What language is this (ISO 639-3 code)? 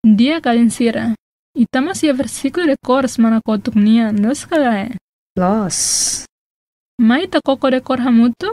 tet